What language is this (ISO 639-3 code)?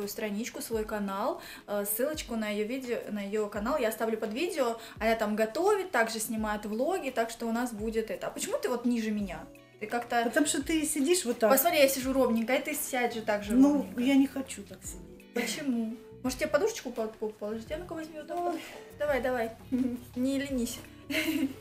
rus